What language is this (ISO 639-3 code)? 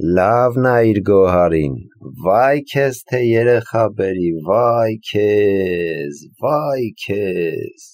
hye